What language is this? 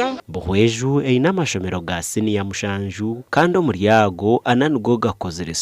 Nyankole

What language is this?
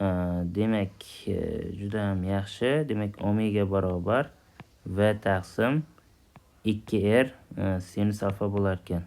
Uzbek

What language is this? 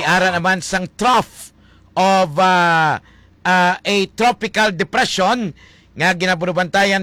Hiligaynon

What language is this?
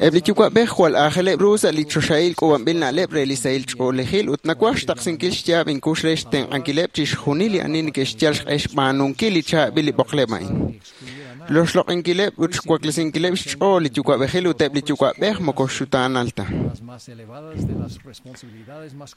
Kekchí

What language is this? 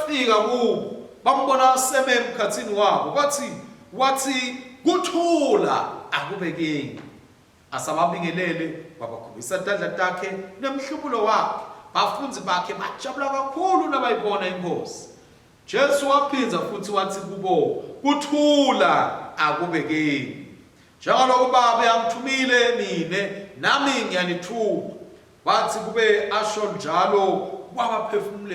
Swati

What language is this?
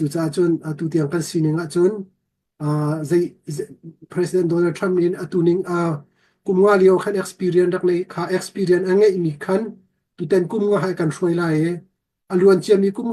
Hakha Chin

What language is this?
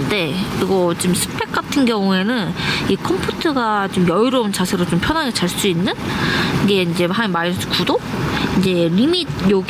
Korean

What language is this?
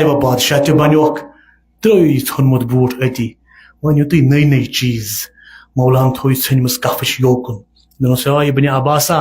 Kashmiri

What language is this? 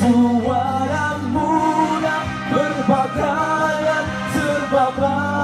Malay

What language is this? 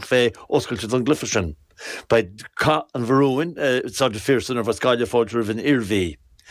Irish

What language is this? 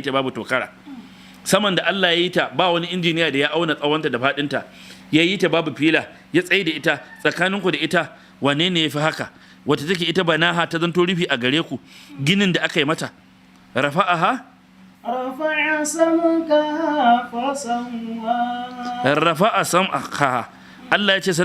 Hausa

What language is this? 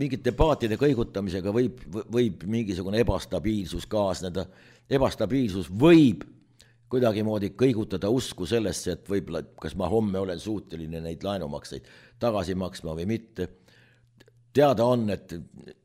Estonian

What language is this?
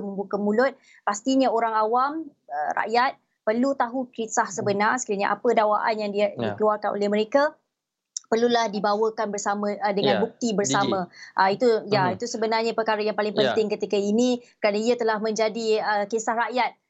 Malay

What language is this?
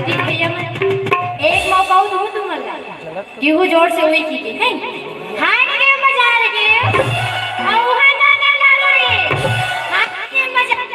Chhattisgarhi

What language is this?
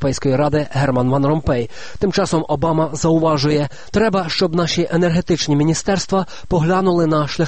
Ukrainian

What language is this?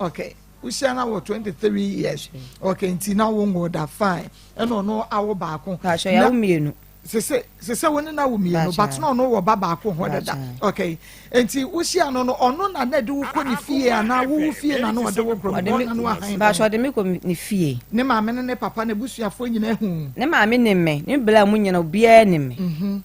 Akan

